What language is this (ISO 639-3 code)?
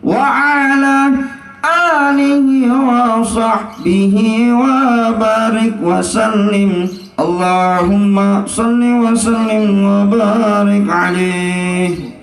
bew